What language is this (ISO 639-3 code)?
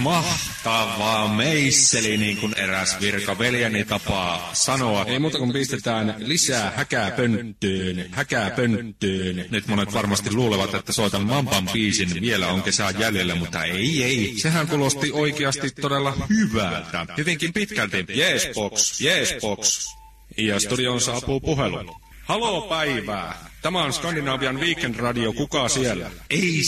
fin